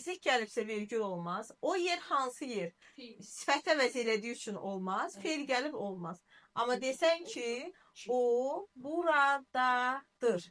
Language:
Azerbaijani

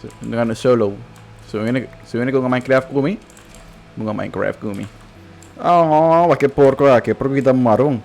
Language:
Papiamento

